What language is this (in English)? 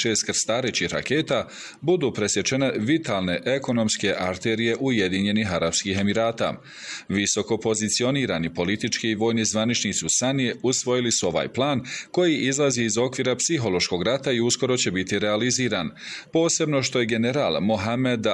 Bosnian